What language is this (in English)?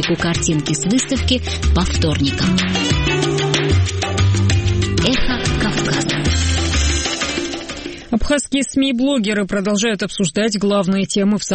Russian